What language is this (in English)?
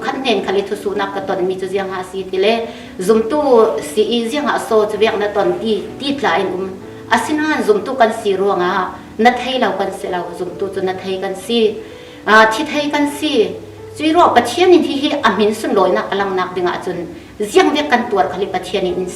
Falam Chin